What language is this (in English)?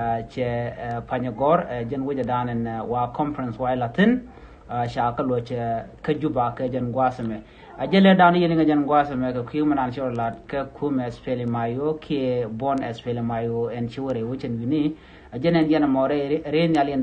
Nuer